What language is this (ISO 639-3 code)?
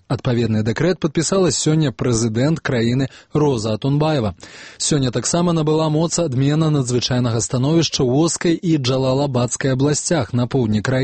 bel